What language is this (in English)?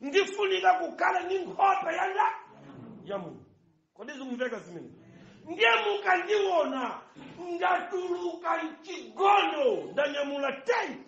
Nyanja